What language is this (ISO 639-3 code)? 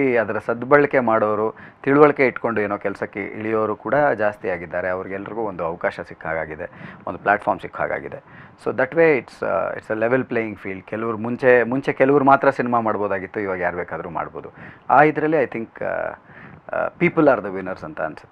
kan